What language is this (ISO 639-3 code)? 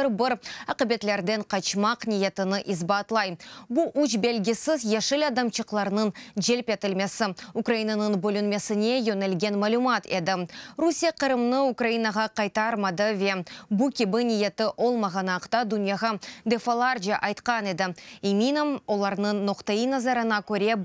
crh